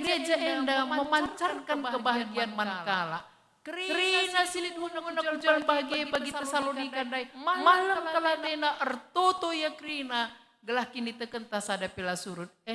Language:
Batak Karo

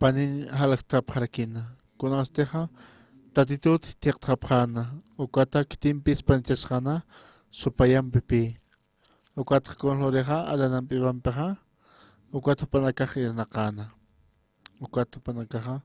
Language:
Aymara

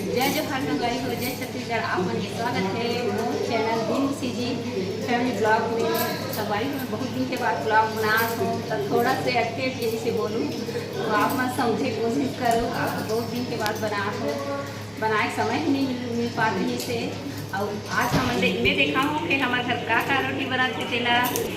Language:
Chhattisgarhi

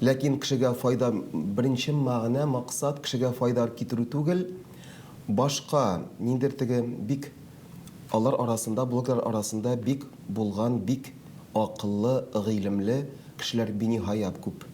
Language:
Tatar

